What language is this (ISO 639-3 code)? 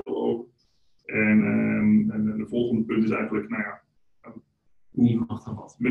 nld